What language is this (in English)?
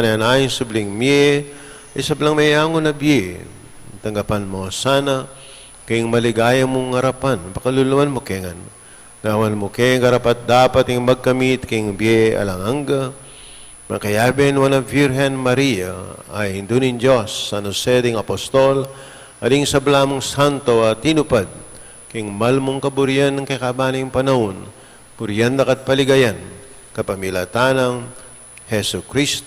Pampanga